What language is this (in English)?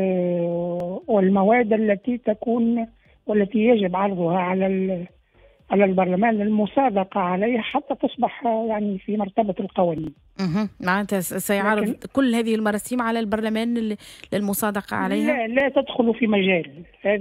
Tunisian Arabic